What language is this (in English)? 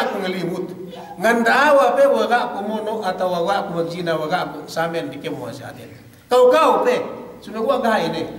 Yakan